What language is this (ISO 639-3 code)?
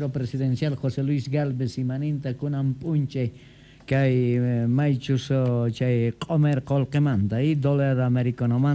que